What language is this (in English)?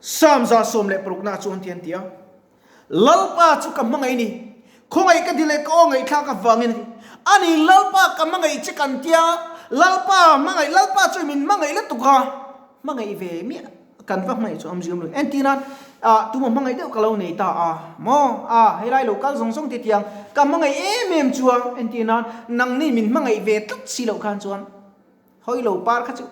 Mizo